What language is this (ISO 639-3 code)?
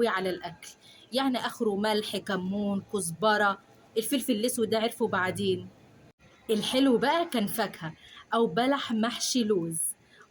arz